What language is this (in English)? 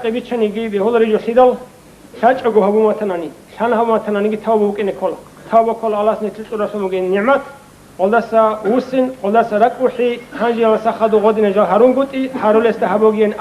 Avaric